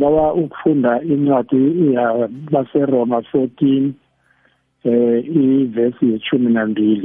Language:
South Ndebele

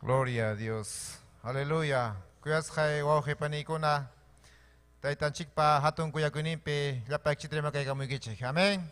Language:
Ayacucho Quechua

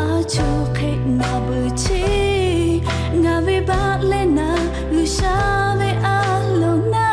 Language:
Lahu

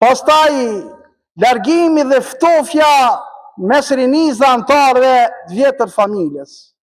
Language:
Albanian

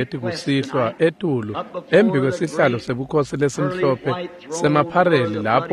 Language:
Swati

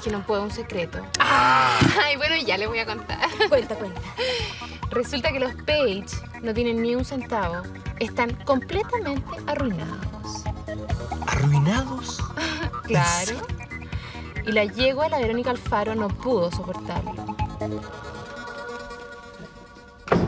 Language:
Spanish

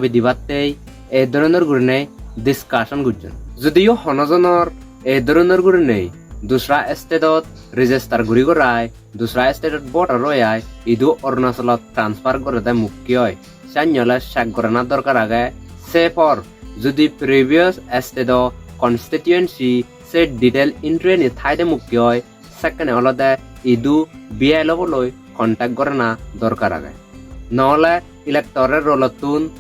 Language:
Chakma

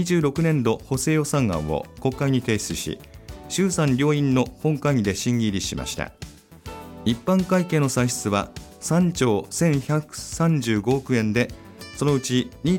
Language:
Japanese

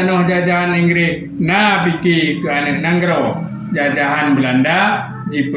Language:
Achinese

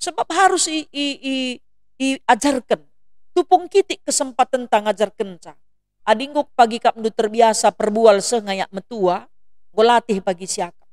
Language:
Batak Karo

